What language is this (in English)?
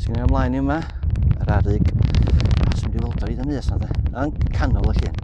Welsh